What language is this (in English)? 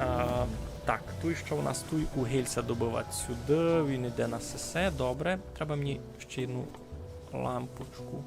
Rusyn